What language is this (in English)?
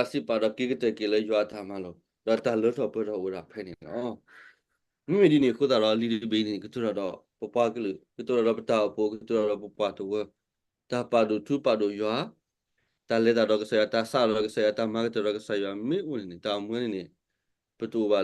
S'gaw Karen